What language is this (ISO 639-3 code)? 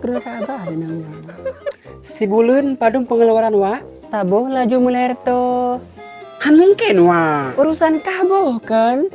ace